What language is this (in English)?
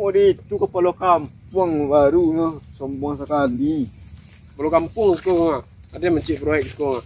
Minangkabau